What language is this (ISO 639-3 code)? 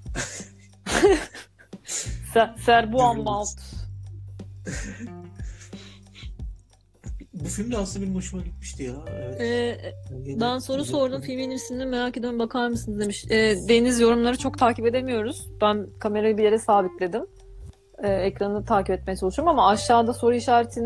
tur